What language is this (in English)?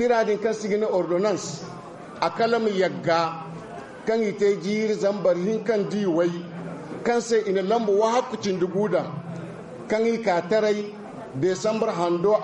Zarma